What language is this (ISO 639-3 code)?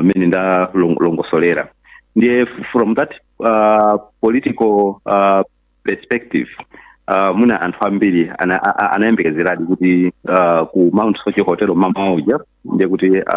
nya